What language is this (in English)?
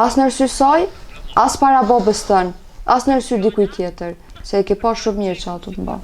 Albanian